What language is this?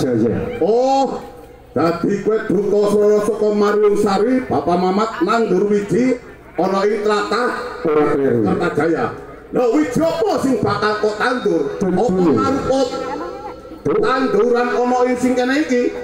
Javanese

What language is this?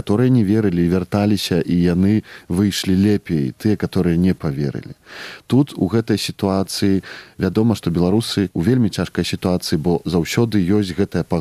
Belarusian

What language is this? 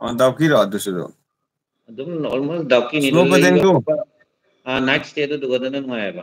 Manipuri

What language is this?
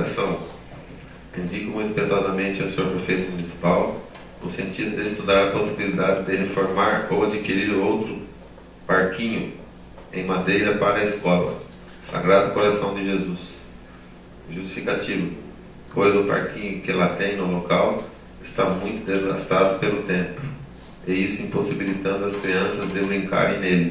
Portuguese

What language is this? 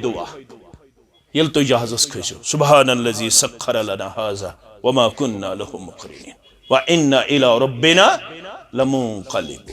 Kashmiri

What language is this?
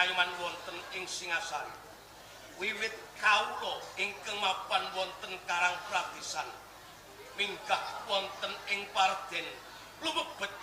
Javanese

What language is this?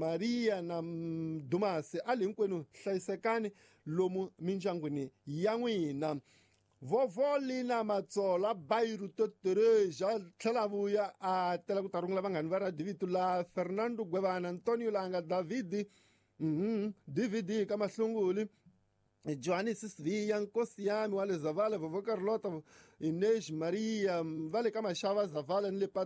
Tsonga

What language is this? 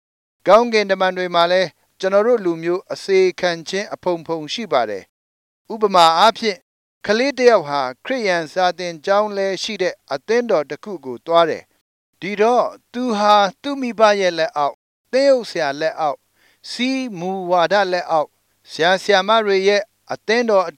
Burmese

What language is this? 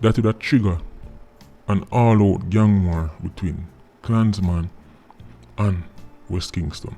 Jamaican Creole English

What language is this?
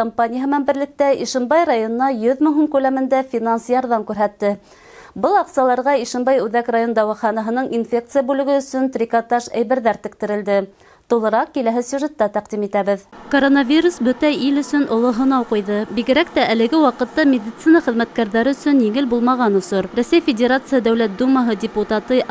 Bashkir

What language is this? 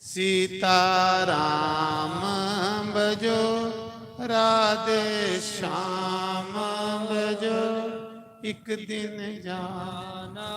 Dogri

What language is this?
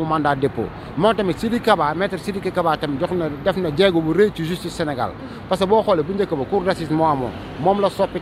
Wolof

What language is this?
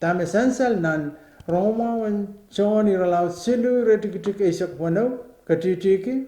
Pohnpeian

